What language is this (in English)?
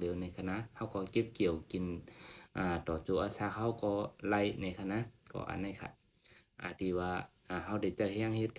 Shan